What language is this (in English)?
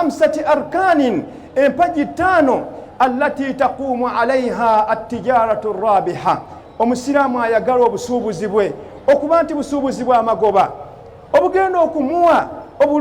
Ganda